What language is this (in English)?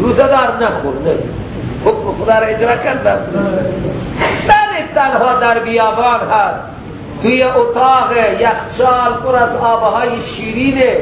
Persian